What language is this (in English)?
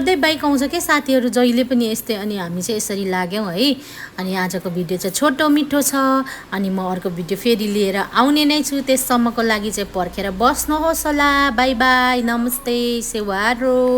Nepali